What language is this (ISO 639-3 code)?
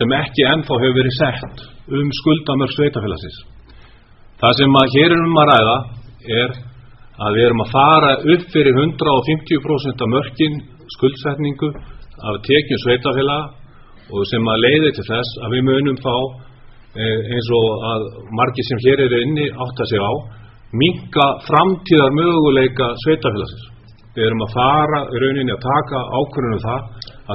isl